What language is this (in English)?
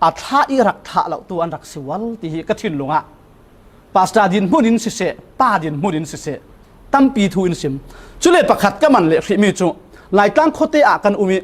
Falam Chin